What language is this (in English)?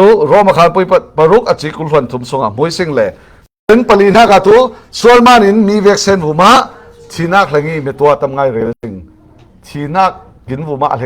Falam Chin